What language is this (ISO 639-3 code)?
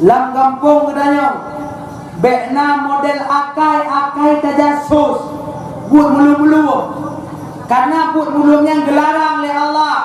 ace